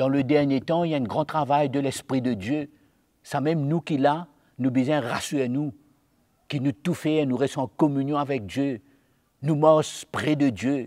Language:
Morisyen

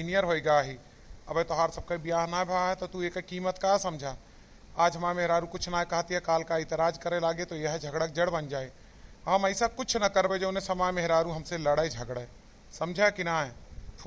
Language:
Awadhi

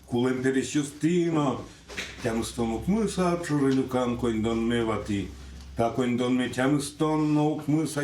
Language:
Udmurt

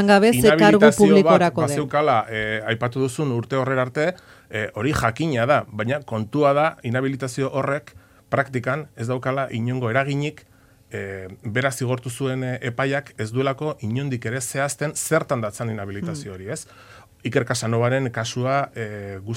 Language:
Basque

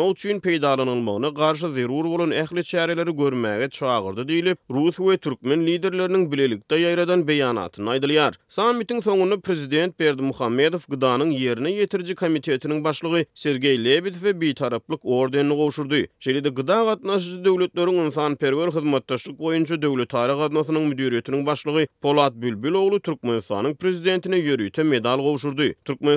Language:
Turkmen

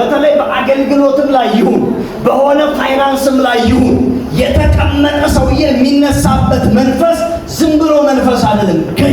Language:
Amharic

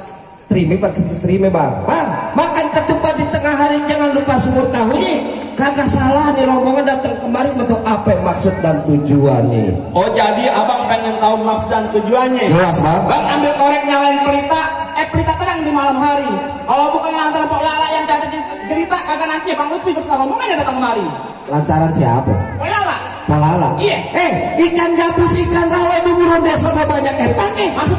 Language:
Betawi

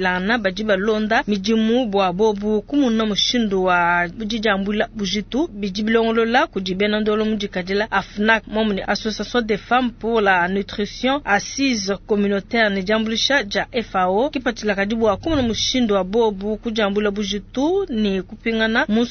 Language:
Luba-Lulua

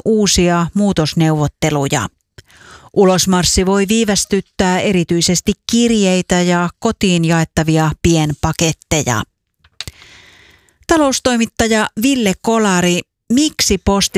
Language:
Finnish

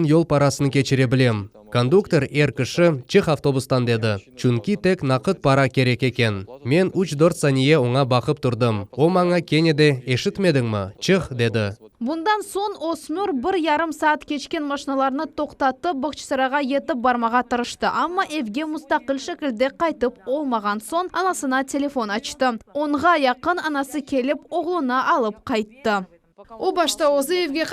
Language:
Crimean Tatar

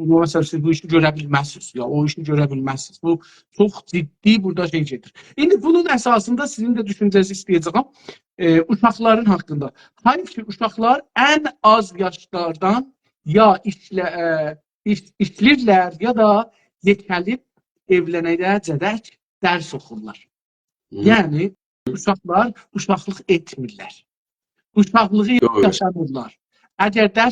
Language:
South Azerbaijani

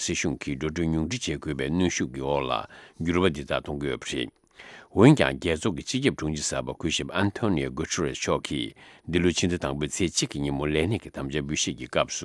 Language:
Tibetan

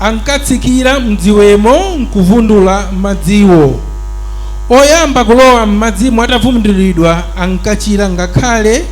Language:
Nyanja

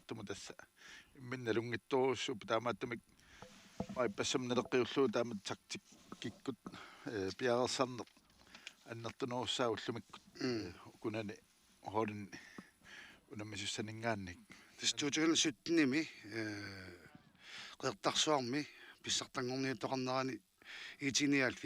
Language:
Kalaallisut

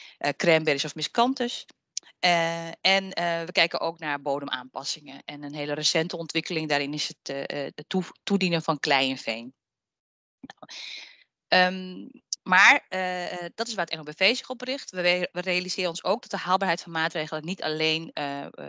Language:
Dutch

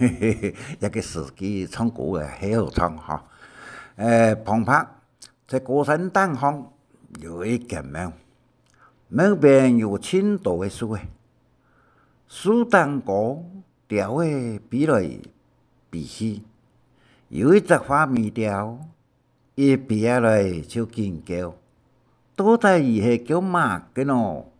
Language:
Hakka Chinese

